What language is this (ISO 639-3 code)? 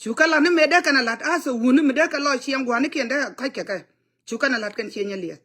nus